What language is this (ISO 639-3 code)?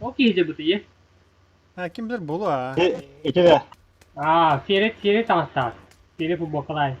sah